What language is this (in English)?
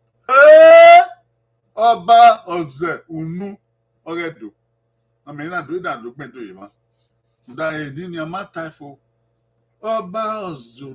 Bini